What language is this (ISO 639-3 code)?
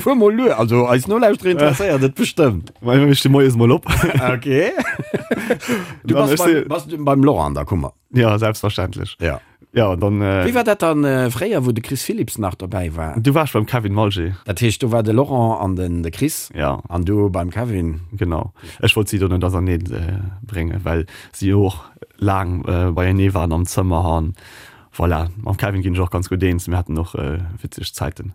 ltz